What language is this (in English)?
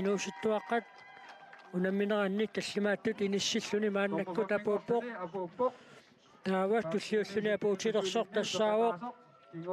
Kalaallisut